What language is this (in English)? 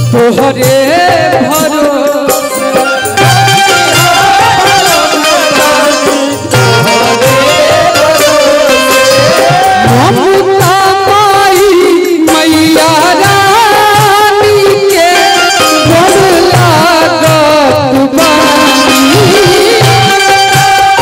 Bhojpuri